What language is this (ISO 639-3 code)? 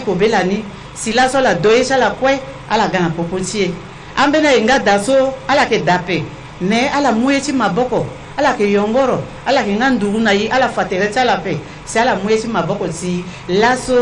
sag